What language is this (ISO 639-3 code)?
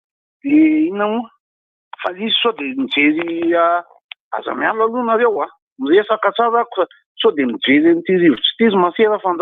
mlg